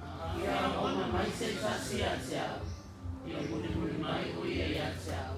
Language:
Samoan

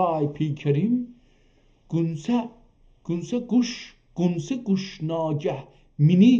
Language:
South Azerbaijani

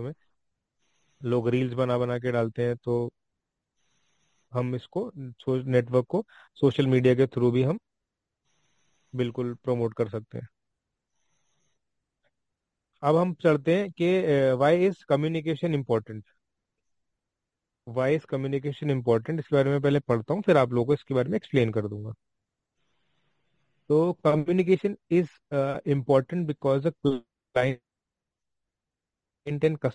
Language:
Hindi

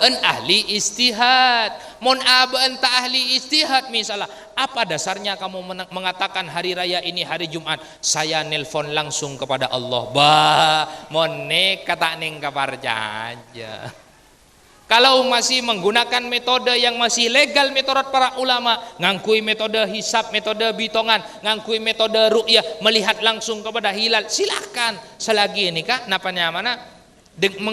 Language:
Madurese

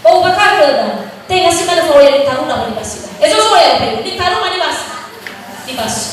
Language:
Nias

